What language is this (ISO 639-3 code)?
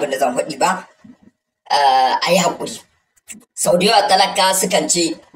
hau